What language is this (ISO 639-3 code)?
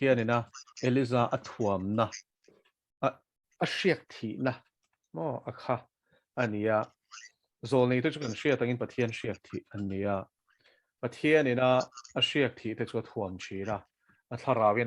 lus